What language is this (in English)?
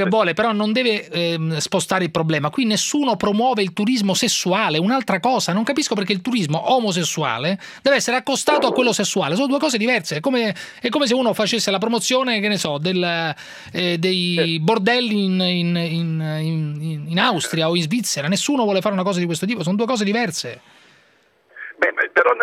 Italian